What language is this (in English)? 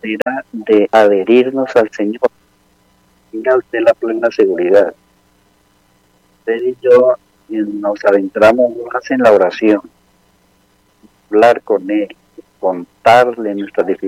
Spanish